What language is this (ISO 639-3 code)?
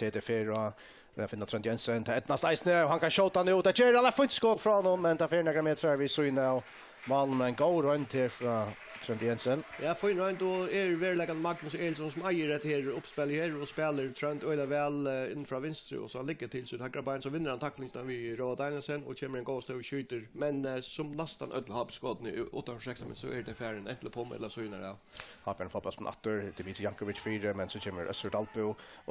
fao